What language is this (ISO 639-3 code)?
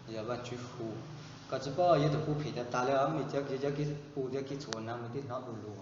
hmn